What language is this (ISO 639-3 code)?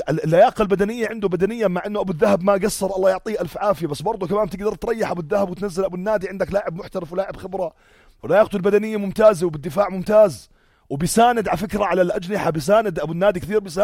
apc